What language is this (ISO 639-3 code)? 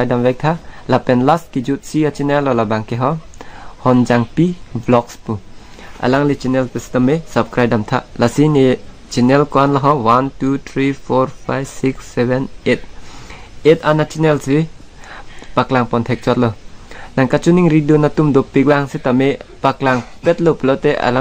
mjw